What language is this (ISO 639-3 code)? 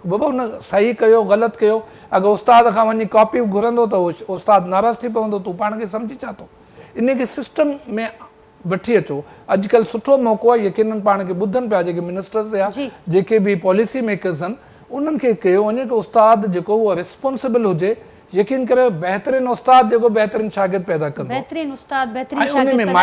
snd